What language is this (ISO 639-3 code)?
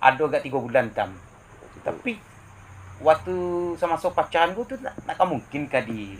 min